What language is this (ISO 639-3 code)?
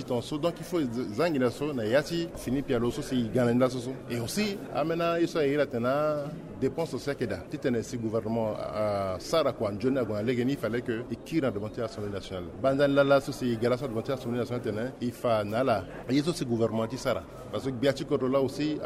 sag